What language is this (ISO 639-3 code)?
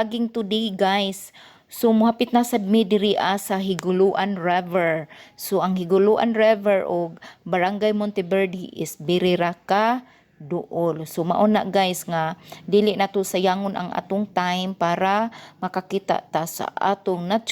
ceb